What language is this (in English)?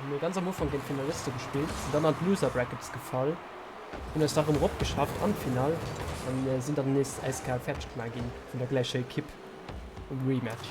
Luxembourgish